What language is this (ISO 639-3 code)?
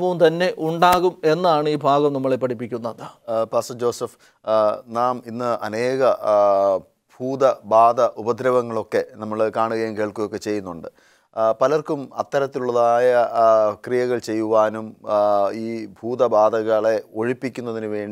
mal